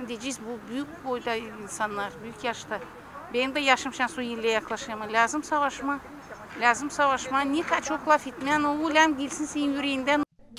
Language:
Gagauz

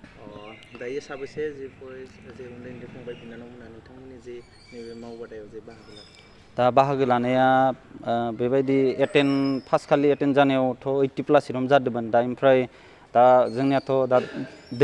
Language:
Bodo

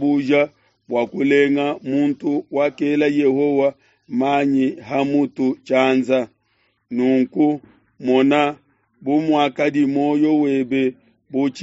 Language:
Luba-Lulua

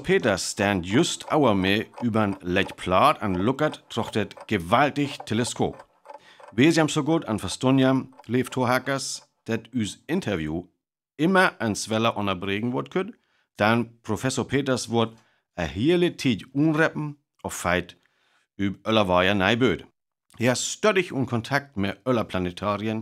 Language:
Northern Frisian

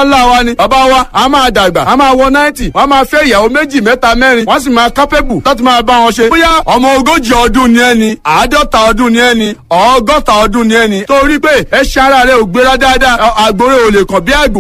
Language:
Yoruba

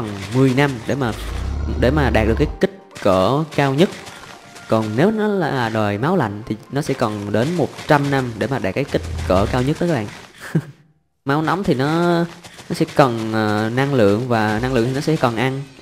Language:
Vietnamese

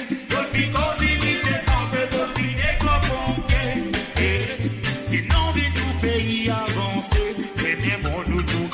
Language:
Morisyen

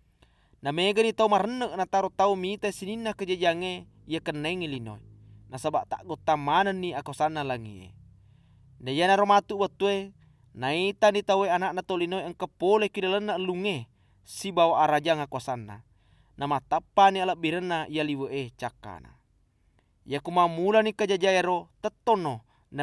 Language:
Buginese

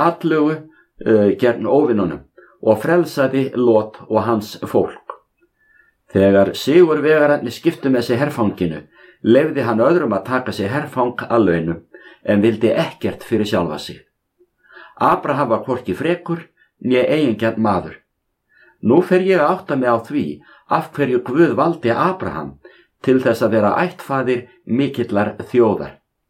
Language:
Icelandic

